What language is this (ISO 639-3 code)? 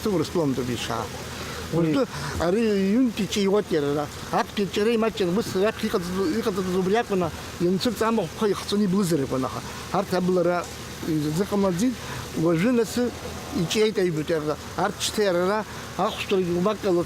abk